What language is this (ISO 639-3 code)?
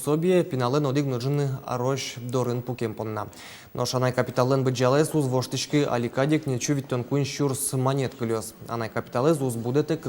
udm